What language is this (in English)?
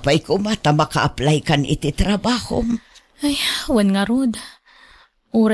Iloko